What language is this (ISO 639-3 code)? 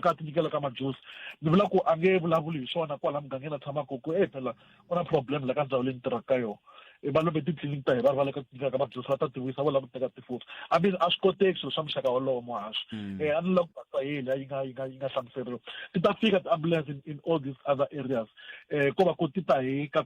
tso